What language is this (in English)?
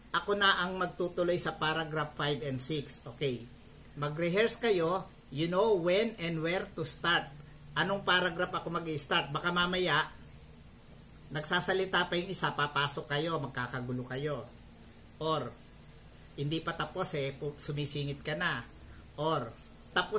Filipino